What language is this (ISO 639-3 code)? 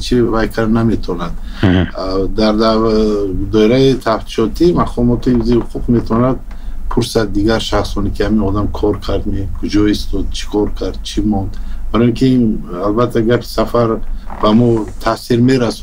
tgk